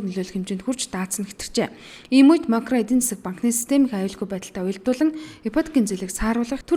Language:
Mongolian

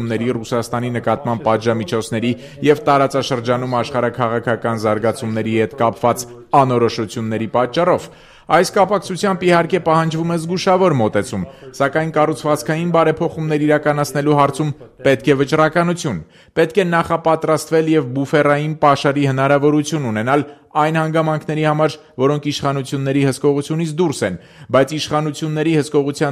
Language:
Armenian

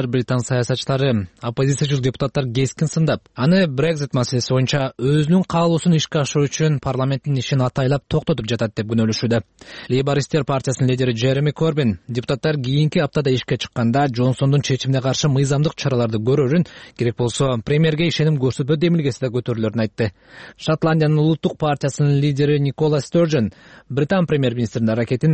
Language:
Kyrgyz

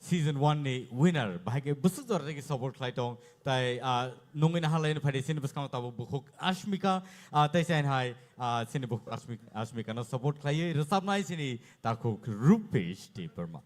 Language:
Kok Borok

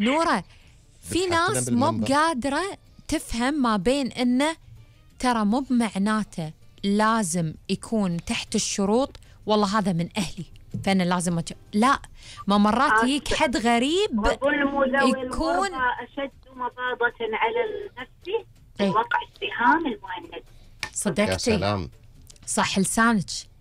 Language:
Gulf Arabic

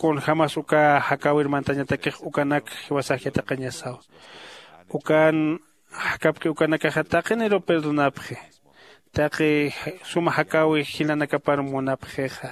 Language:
Aymara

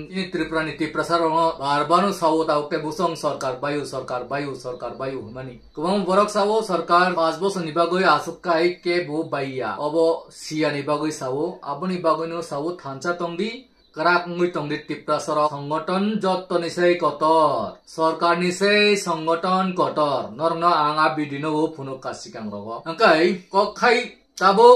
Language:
Kok Borok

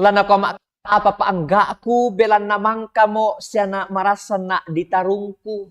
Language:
Toraja-Sa'dan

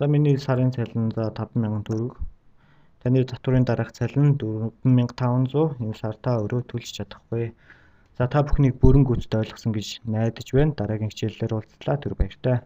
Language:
Mongolian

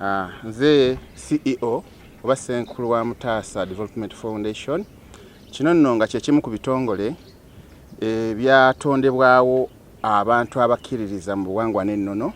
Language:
Ganda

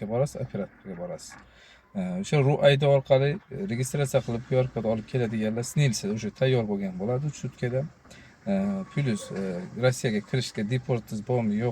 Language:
Uzbek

